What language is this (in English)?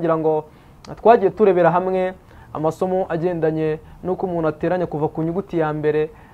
Kinyarwanda